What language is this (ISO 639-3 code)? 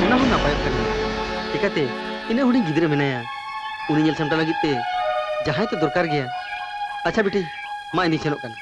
sat